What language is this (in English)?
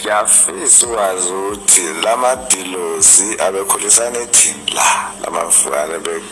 Zulu